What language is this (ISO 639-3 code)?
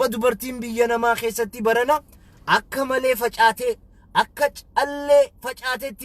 orm